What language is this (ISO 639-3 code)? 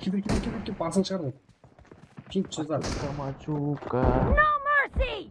kaa